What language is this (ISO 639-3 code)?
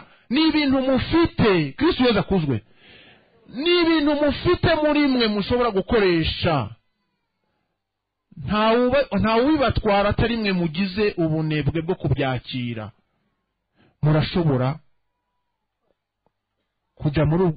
kin